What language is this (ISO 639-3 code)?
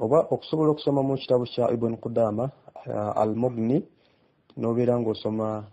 lug